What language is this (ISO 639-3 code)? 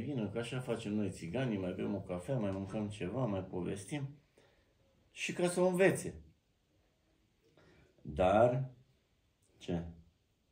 ron